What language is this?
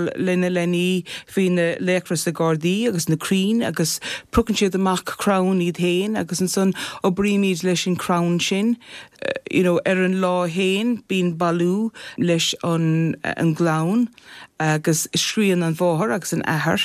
Irish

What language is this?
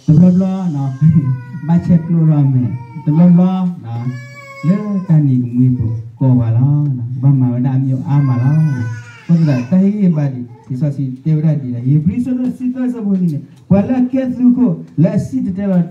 S'gaw Karen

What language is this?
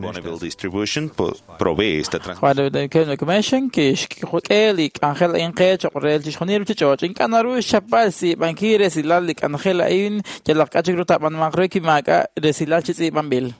Kekchí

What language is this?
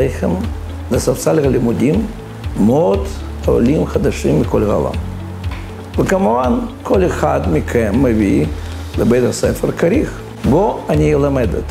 Hebrew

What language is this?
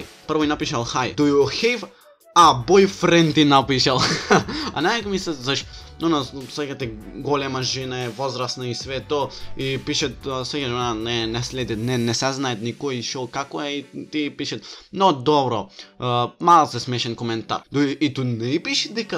Macedonian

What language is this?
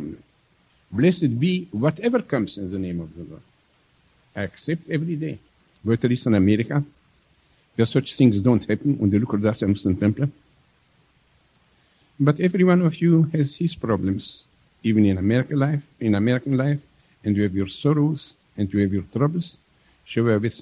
Romanian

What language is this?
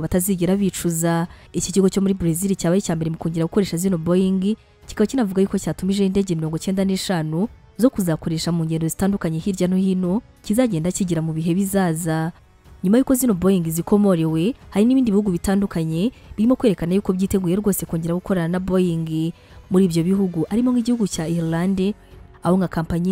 Kinyarwanda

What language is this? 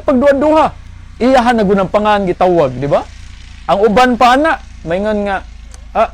Cebuano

